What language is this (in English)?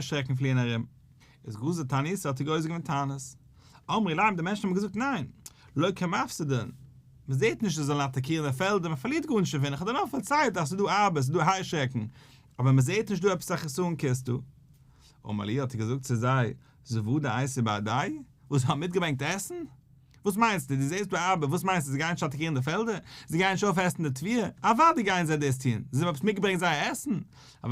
Yiddish